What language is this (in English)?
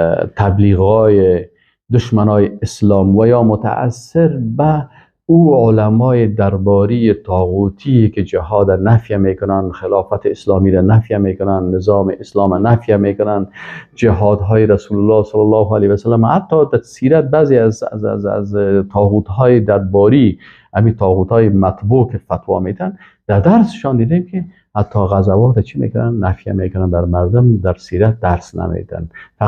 Persian